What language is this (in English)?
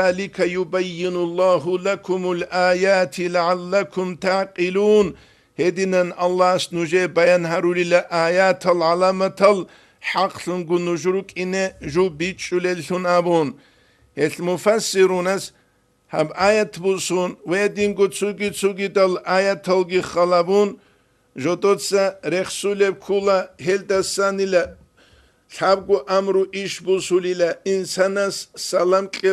Avaric